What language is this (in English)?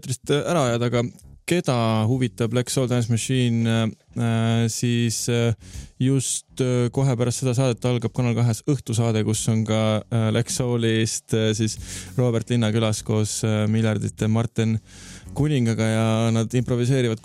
Estonian